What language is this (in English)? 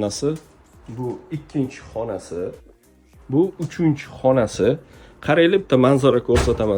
Uzbek